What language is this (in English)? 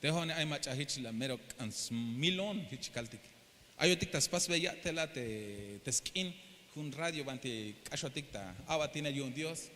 Tzeltal